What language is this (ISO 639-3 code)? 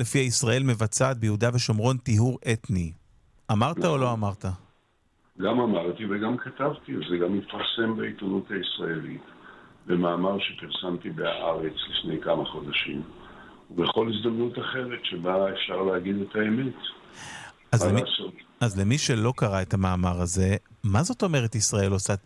heb